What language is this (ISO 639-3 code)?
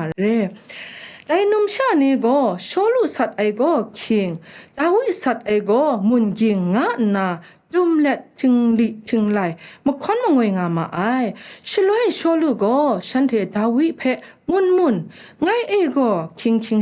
kac